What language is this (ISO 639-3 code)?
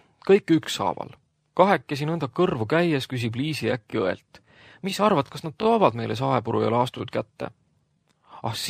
est